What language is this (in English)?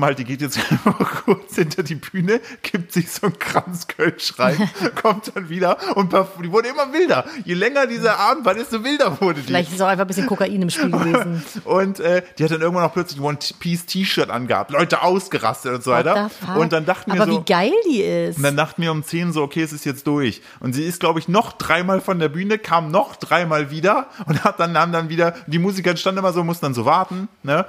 German